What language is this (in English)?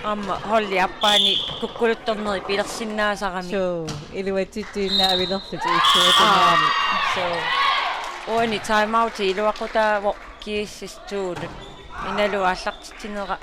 Kalaallisut